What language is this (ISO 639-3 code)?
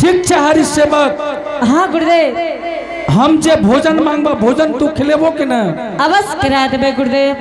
anp